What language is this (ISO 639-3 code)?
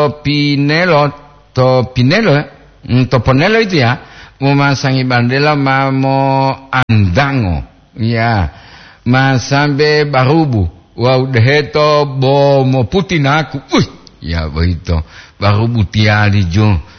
gor